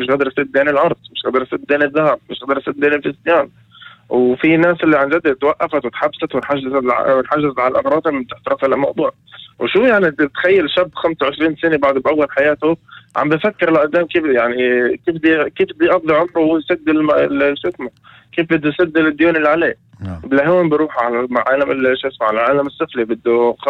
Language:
North Levantine Arabic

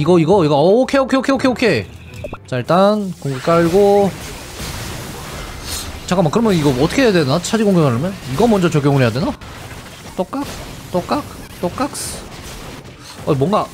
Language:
Korean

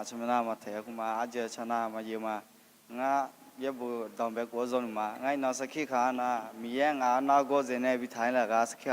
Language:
Akha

